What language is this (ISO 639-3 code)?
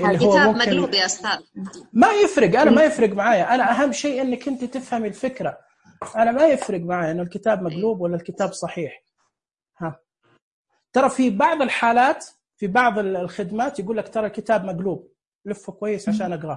ars